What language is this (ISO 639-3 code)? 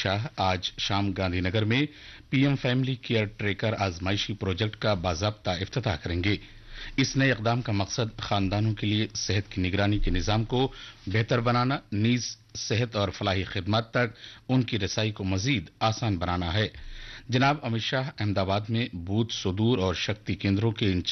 urd